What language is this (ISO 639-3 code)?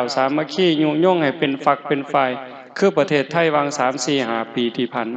lao